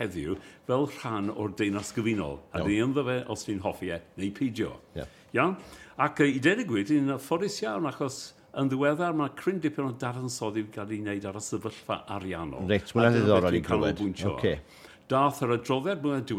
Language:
Welsh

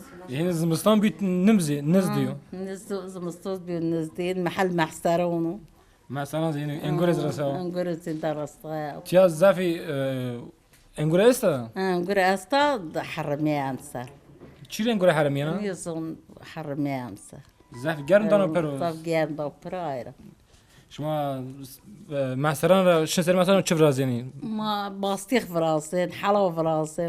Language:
Zaza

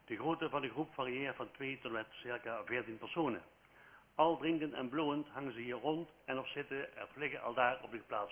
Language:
Dutch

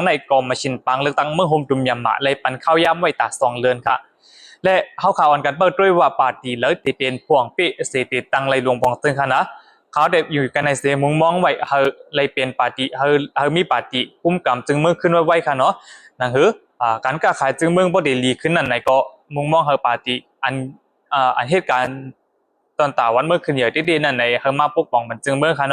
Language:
Shan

